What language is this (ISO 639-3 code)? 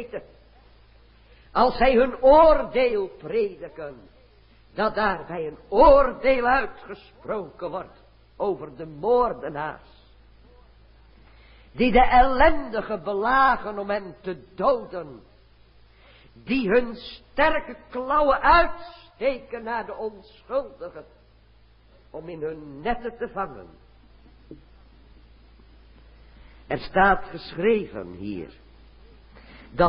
nld